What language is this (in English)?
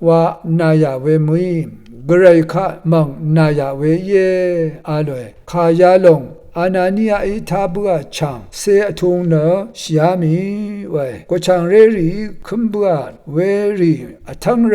Rawang